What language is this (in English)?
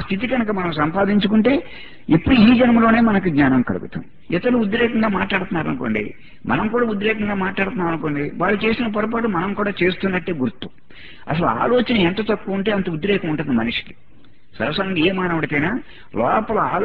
Telugu